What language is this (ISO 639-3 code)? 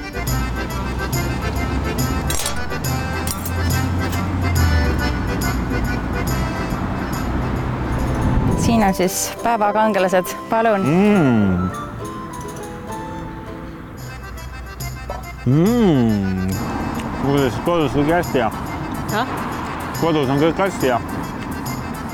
est